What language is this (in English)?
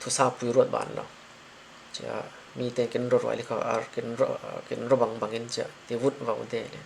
Falam Chin